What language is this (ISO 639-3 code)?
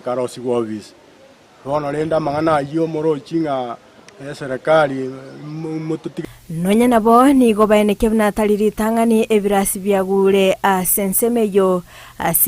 guz